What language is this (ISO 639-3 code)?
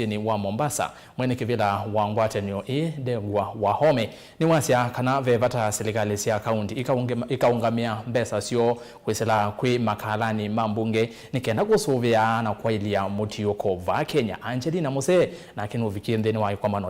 kam